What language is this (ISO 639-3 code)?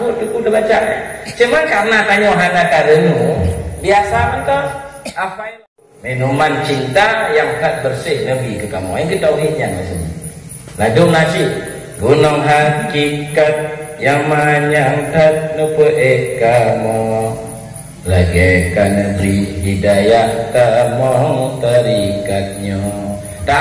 ace